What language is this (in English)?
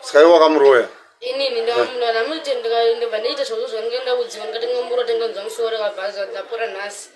Shona